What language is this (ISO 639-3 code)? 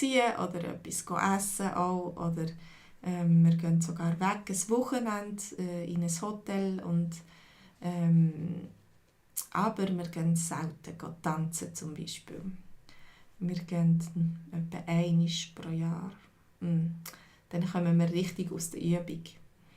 gsw